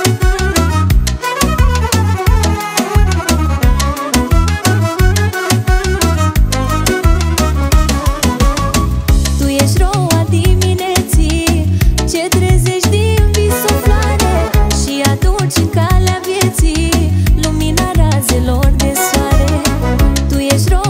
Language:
Romanian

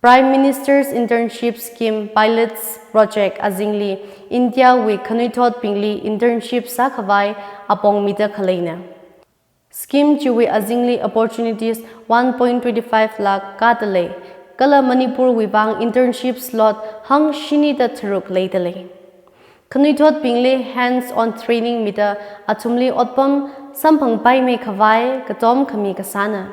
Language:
Tangkhul Naga (India)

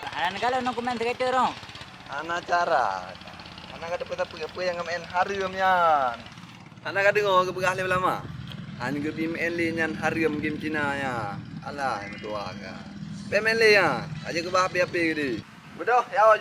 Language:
Achinese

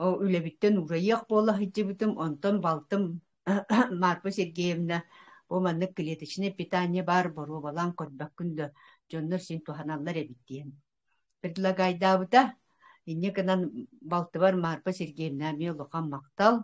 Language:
Yakut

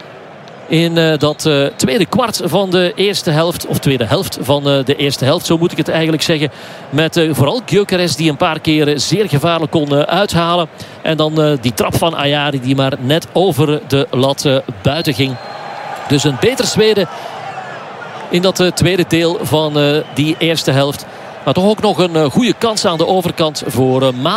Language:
Dutch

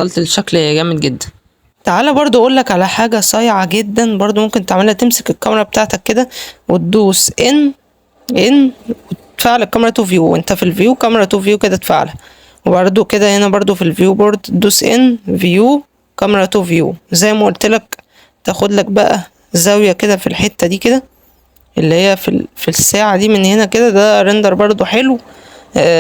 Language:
Egyptian Arabic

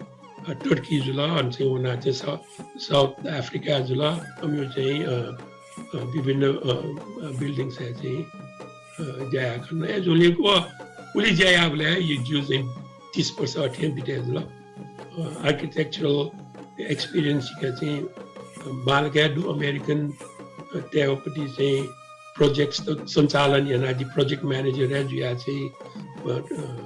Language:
Newari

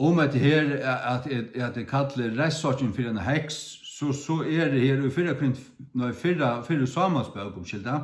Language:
Faroese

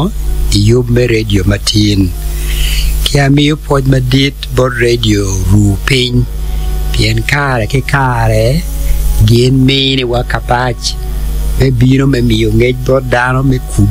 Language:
Acoli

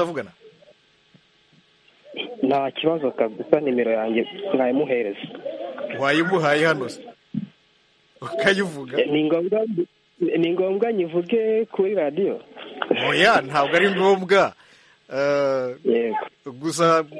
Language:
Kinyarwanda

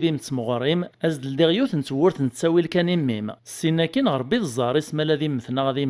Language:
Kabyle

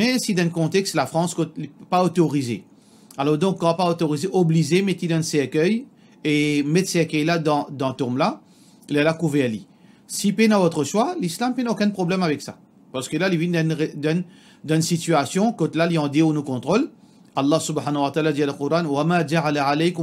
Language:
Morisyen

